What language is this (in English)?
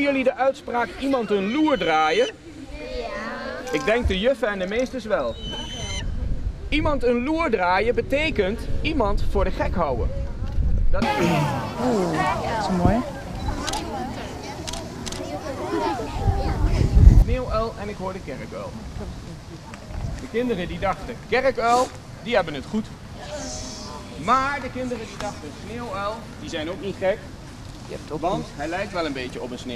Dutch